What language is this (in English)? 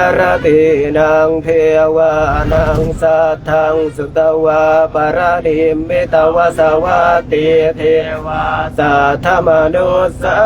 Pali